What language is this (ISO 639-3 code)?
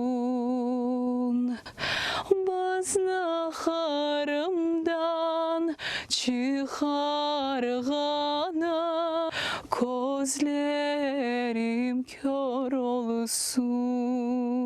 crh